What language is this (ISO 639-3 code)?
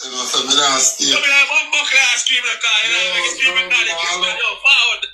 jam